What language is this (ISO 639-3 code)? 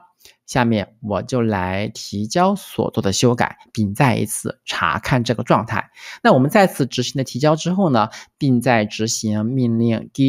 zho